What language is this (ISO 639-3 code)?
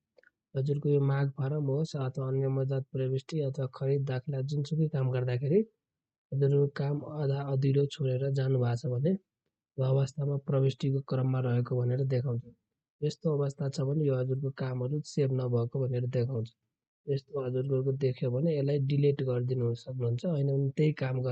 nep